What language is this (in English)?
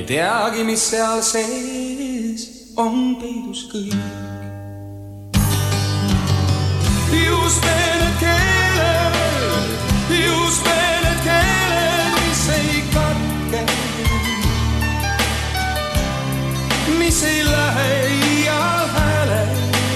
Estonian